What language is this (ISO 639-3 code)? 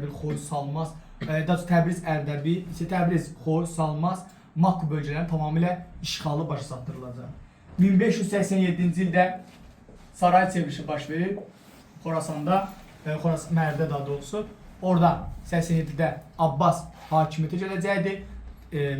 aze